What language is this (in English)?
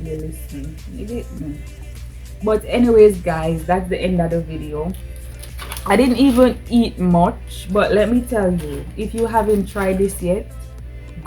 Jamaican Creole English